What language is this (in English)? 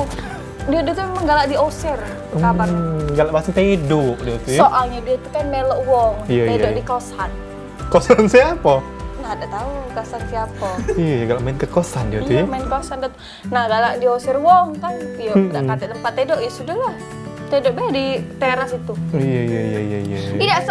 Musi